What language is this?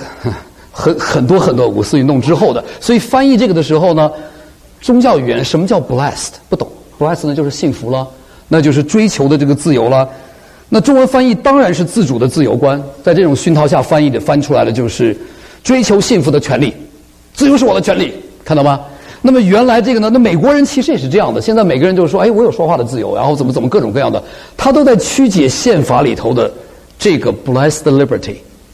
Chinese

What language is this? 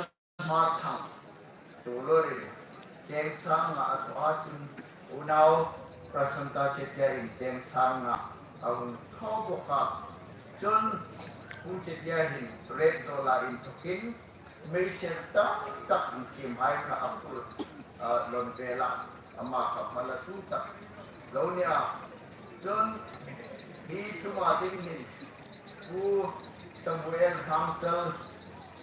Hmar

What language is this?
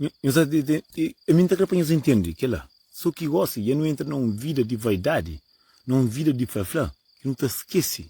Kabuverdianu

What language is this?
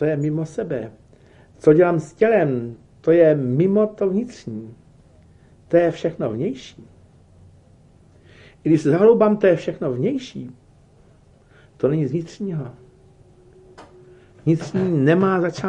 Czech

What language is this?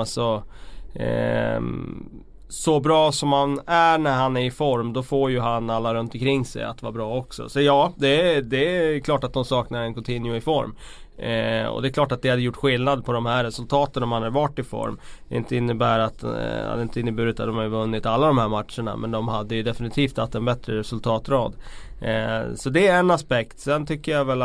Swedish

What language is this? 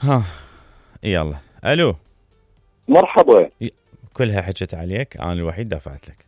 Mesopotamian Arabic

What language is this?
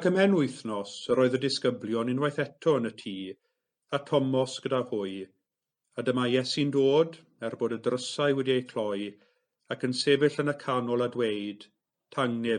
Welsh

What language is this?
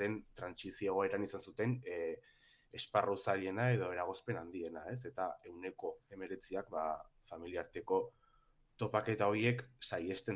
Basque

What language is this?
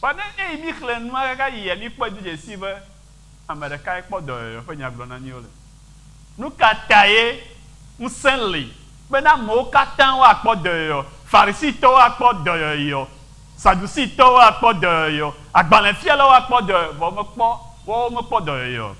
Ewe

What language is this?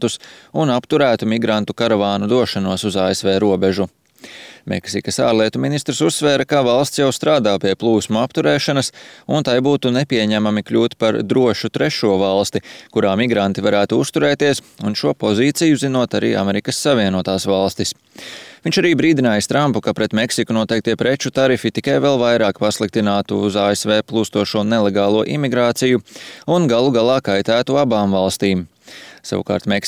Latvian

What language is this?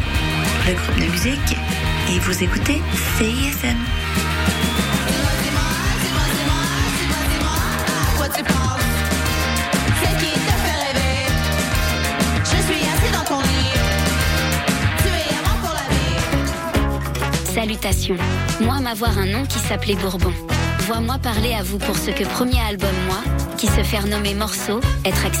French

